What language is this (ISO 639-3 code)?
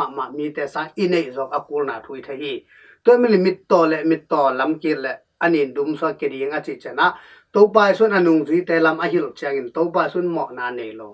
ctd